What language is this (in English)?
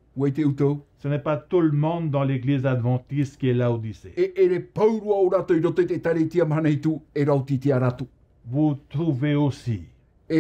Tahitian